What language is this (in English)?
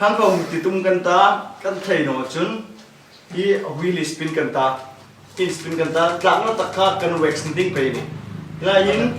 Hmar